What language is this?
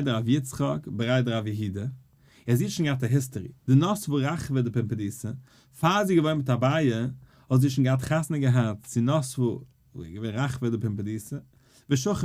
Yiddish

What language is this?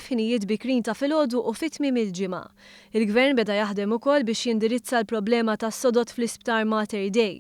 Maltese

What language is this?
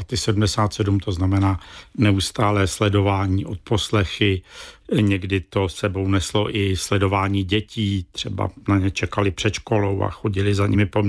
Czech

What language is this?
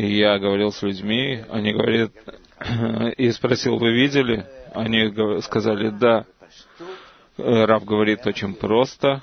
Russian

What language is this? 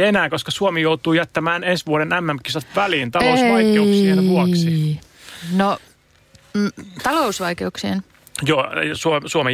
Finnish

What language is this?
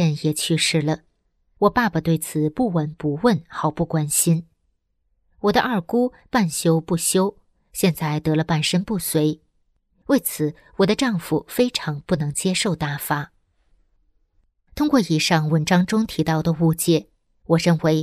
Chinese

